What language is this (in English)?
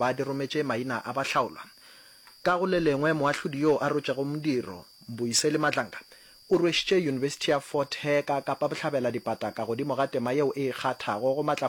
Northern Sotho